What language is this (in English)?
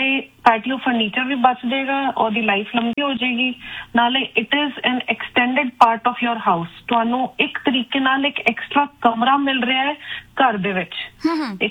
Punjabi